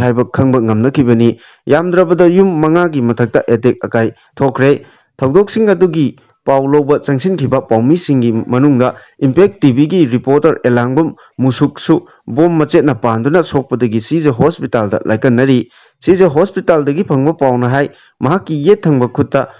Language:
Manipuri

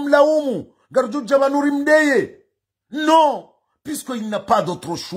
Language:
Ngazidja Comorian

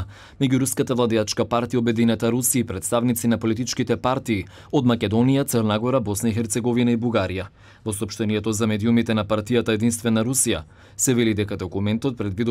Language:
Macedonian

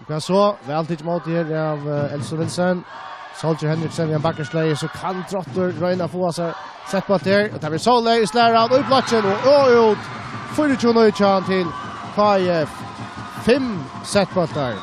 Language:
Faroese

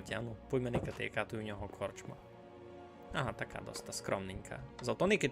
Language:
Rusyn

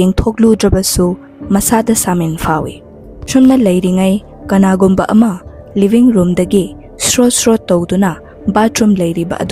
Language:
Manipuri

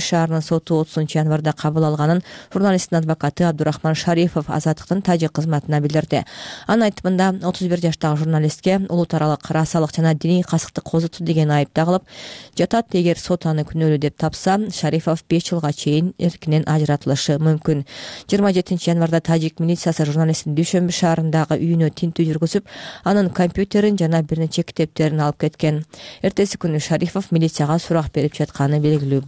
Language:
Kyrgyz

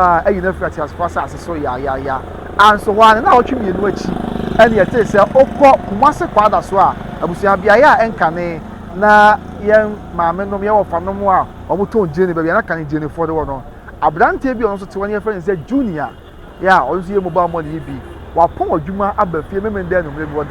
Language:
Akan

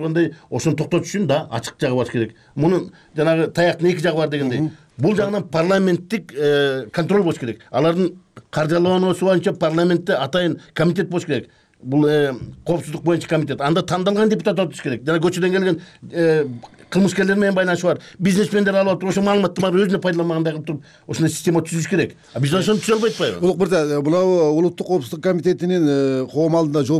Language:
Kyrgyz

